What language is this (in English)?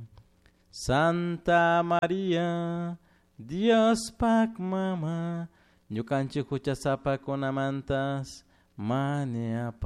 Chimborazo Highland Quichua